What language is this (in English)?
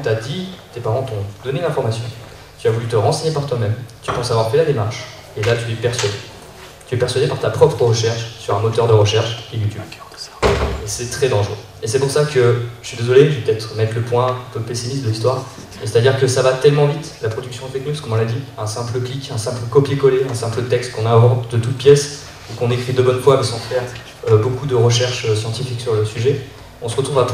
French